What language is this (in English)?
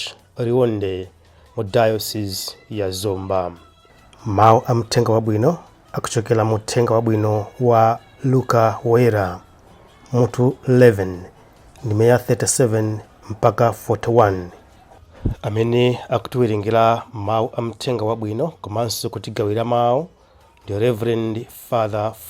Nyanja